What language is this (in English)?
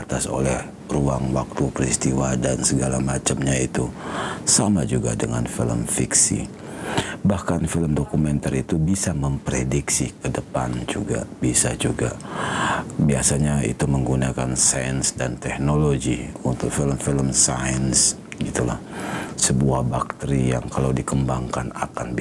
Indonesian